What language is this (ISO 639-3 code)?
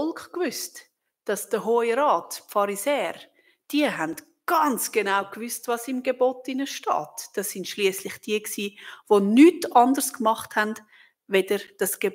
gsw